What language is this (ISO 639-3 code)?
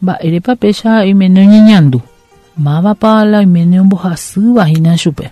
grn